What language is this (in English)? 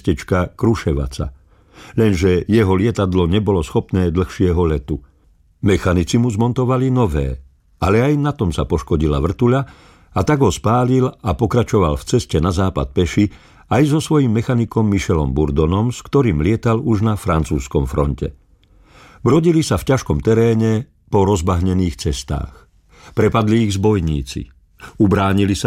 Slovak